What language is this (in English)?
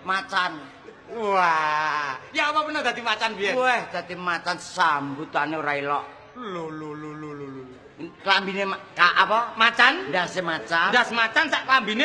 Javanese